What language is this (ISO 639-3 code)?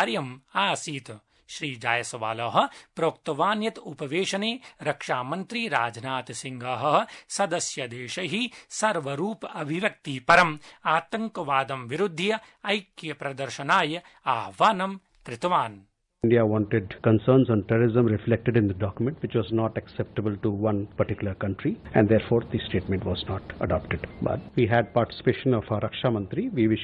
san